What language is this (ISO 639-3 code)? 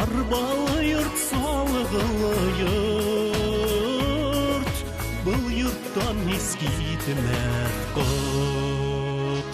bak